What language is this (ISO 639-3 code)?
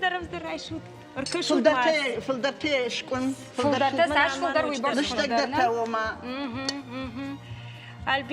oss